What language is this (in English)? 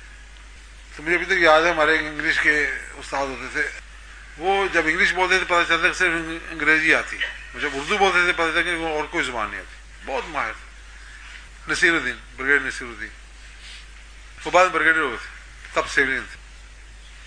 Urdu